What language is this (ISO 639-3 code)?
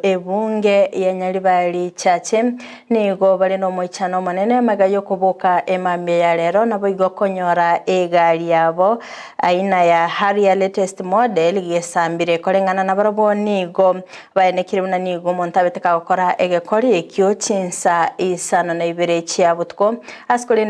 guz